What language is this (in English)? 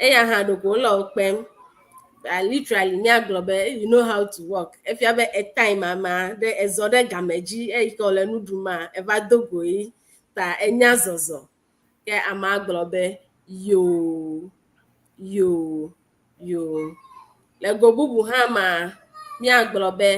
Ewe